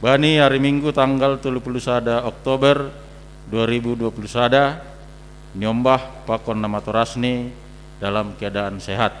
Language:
Batak Simalungun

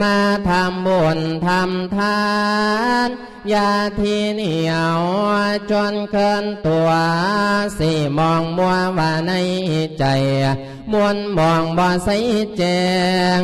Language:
Lao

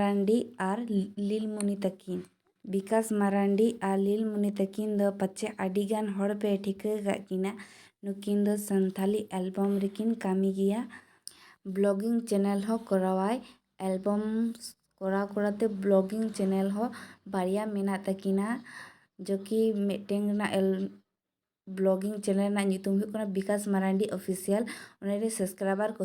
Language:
Santali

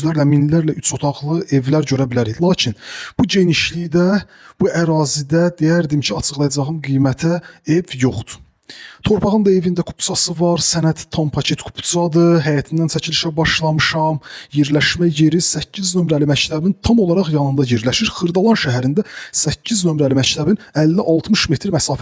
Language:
Azerbaijani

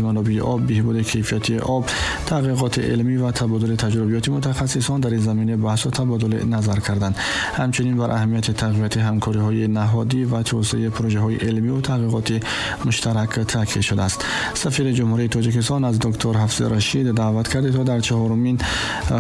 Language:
Tajik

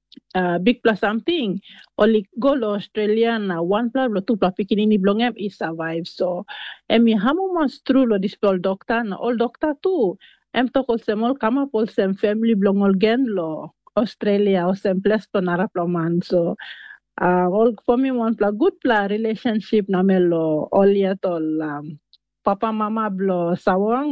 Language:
Tok Pisin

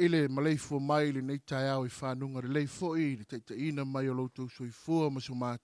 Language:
Samoan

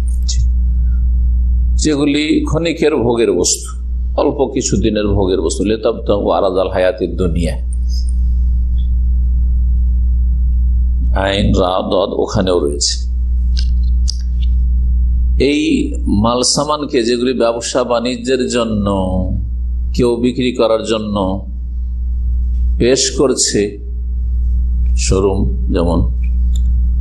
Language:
Bangla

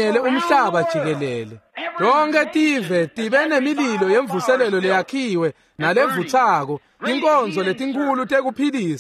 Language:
Swati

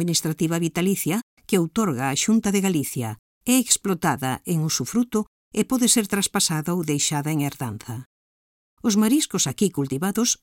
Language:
Galician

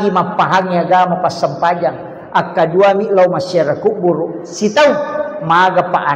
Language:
Buginese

